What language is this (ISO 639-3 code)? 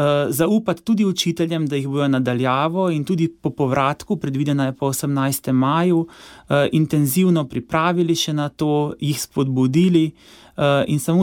slv